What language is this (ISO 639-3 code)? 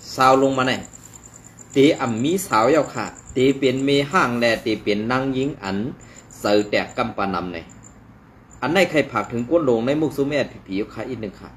shn